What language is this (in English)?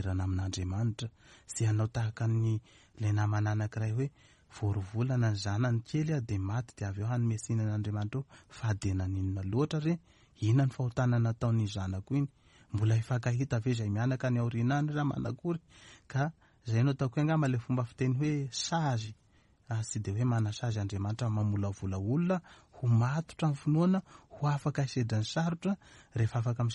Malagasy